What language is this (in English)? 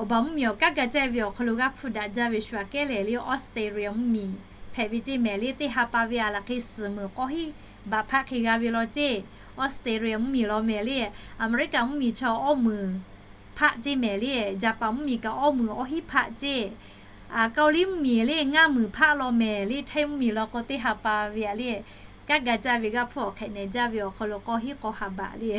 Lahu